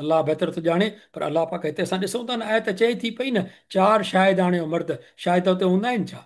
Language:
Sindhi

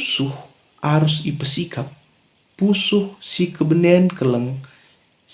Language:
Batak Karo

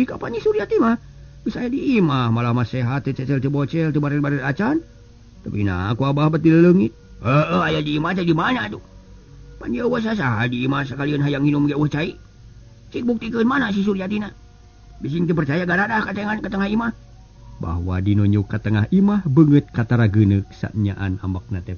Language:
Sundanese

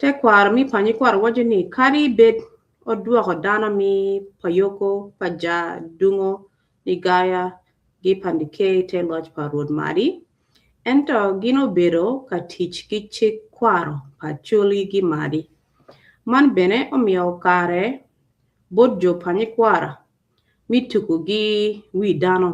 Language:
Acoli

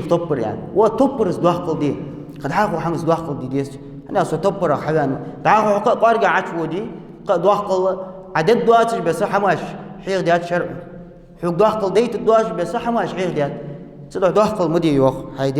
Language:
Ingush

